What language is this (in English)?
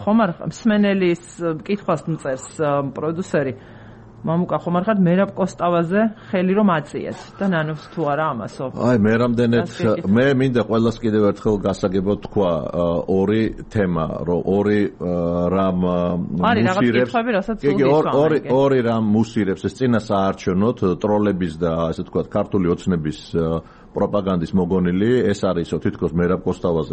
Georgian